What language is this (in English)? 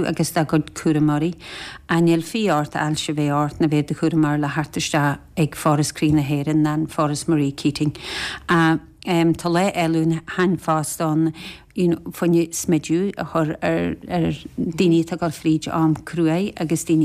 Irish